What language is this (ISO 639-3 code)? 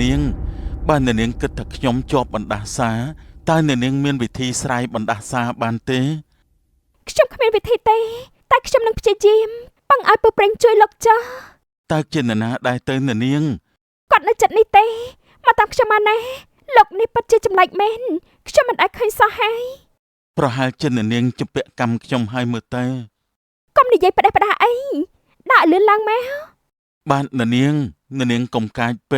khm